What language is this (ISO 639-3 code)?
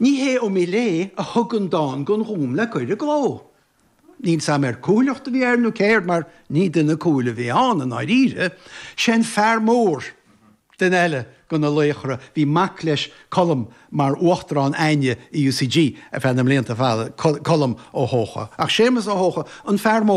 gle